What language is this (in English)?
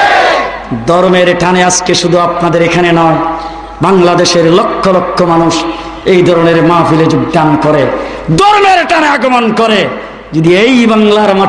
Bangla